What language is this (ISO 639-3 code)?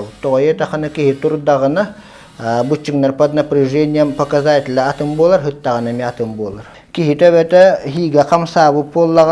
sah